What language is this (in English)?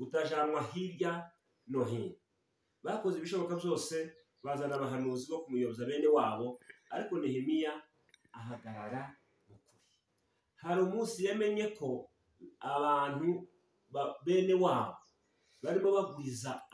Kinyarwanda